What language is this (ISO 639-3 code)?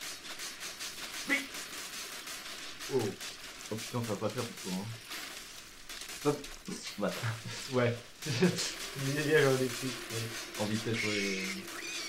fra